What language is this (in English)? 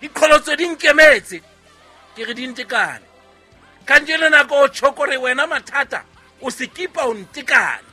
Southern Sotho